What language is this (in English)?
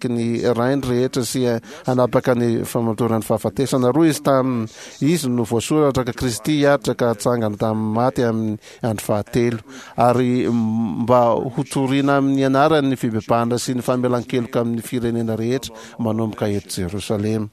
Malagasy